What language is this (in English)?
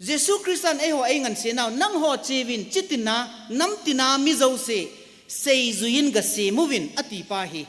Thado Chin